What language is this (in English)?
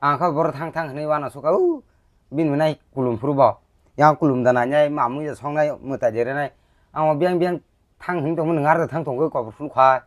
Kok Borok